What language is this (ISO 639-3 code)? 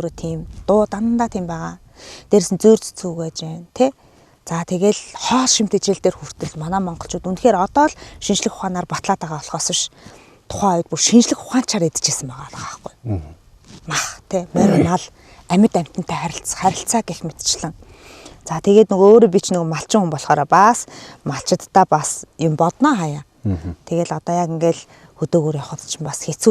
mon